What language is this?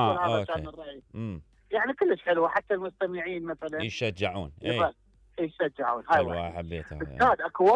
Mesopotamian Arabic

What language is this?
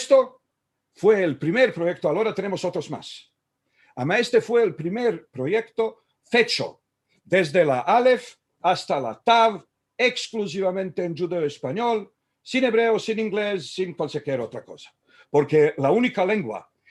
Ladino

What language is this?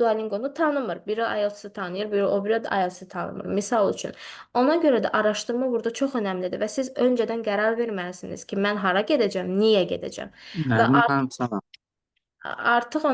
Azerbaijani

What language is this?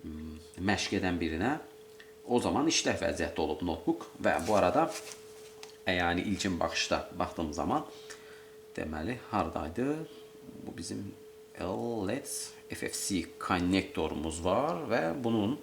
Azerbaijani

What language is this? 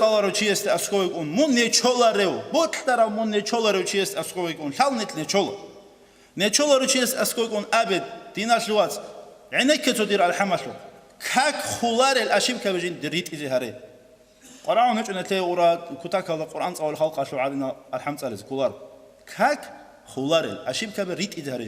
Avaric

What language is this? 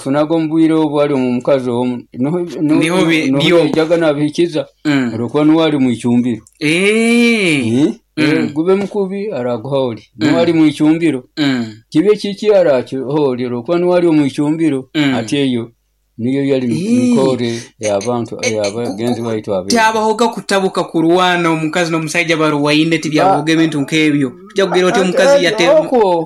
Nyoro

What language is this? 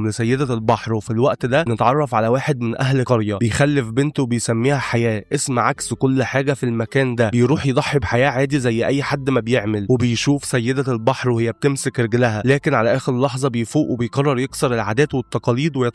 Egyptian Arabic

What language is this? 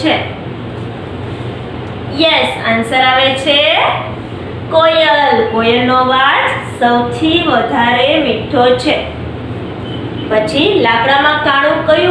Gujarati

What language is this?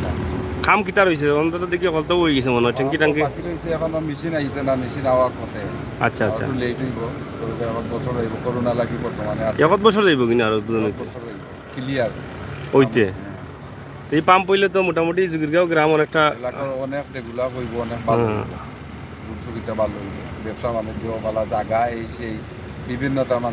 Sylheti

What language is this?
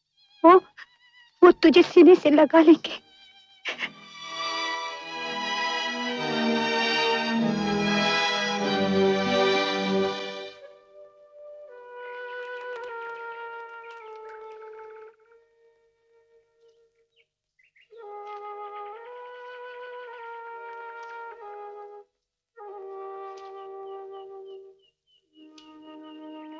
Hindi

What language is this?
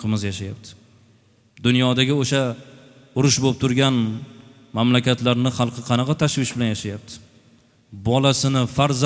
Uzbek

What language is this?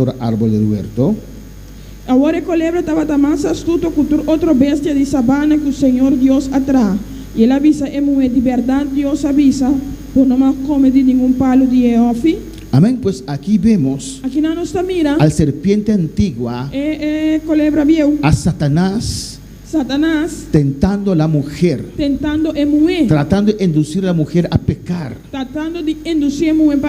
Papiamento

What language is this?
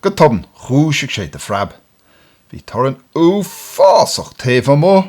Irish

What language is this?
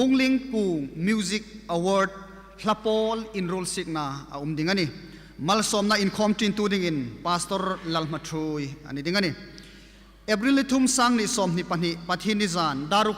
Hmar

